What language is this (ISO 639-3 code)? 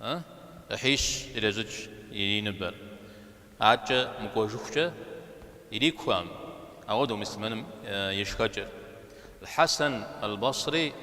kbd